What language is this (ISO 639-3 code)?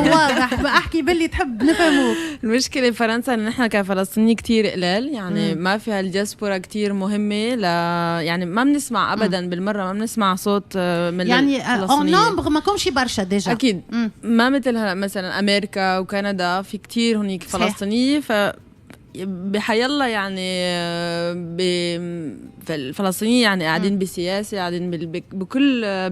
aeb